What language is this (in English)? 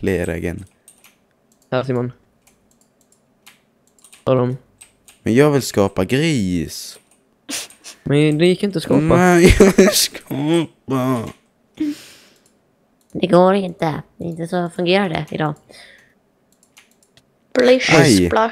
Swedish